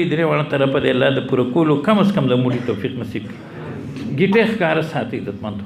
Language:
Pashto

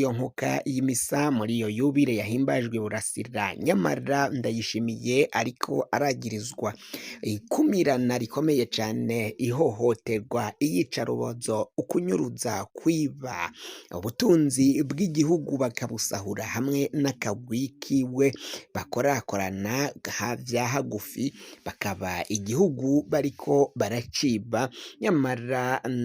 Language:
Rundi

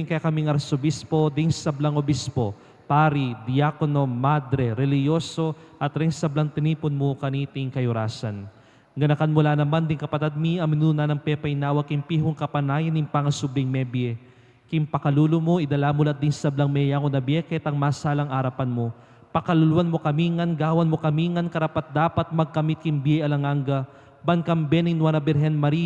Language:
Pampanga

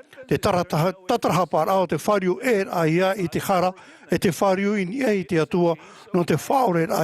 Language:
Tahitian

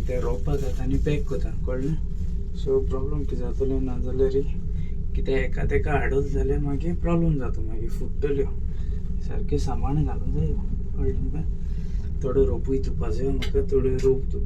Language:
Konkani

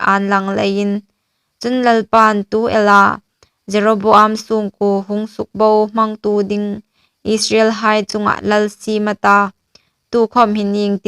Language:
Hmar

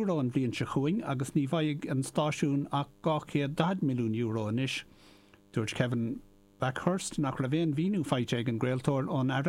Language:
Irish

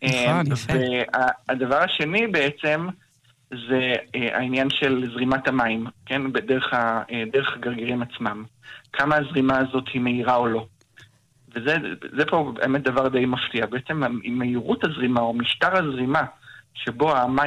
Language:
Hebrew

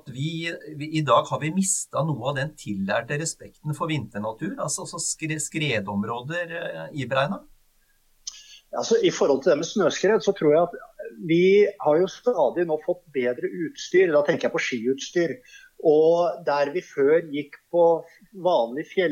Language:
Norwegian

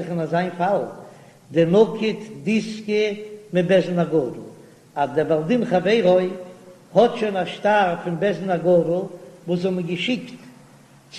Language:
Yiddish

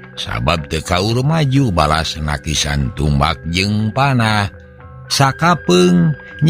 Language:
Sundanese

